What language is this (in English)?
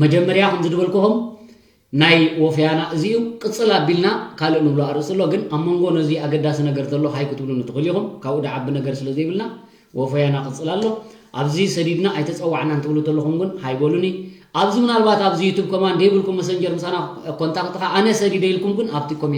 Tigrinya